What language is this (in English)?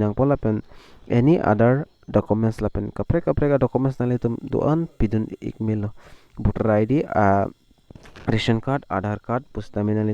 Karbi